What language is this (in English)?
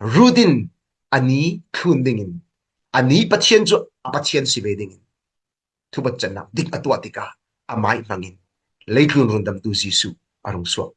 Falam Chin